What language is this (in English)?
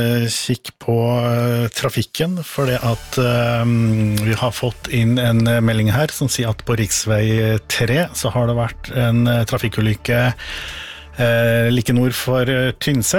Norwegian